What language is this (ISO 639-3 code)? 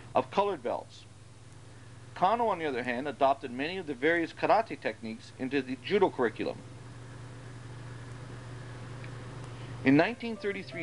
eng